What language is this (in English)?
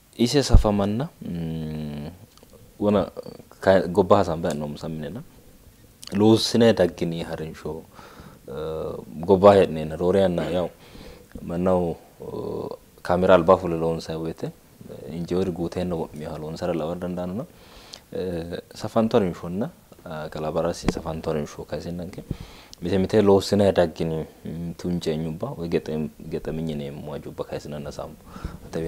Sidamo